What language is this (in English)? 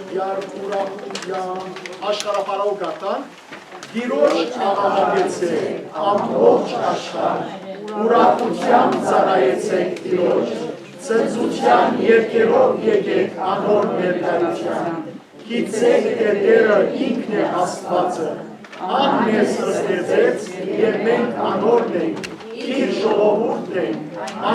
Western Armenian